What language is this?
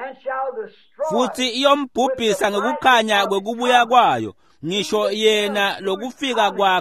Swati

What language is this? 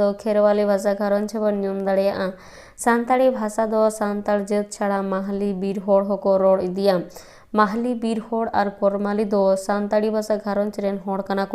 Santali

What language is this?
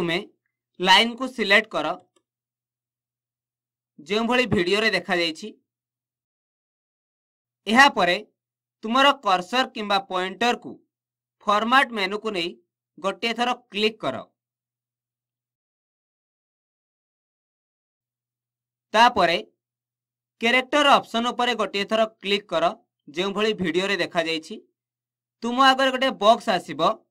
Odia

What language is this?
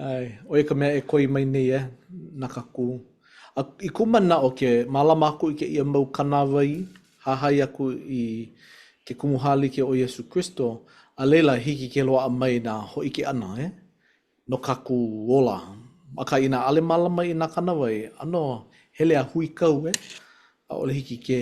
Hawaiian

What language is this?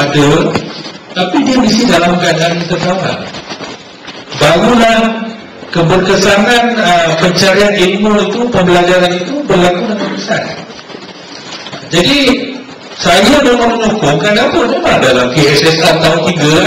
Malay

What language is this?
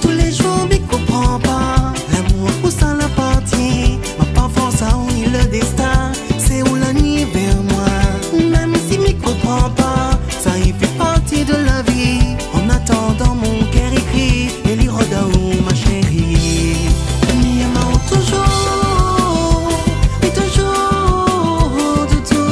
Réunion Creole French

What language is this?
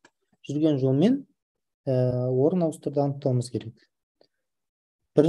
Kazakh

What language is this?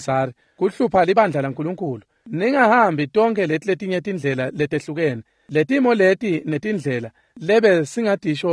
Swati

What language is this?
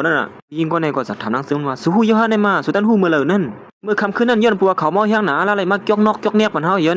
Shan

